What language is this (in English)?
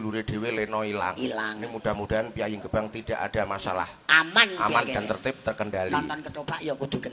Javanese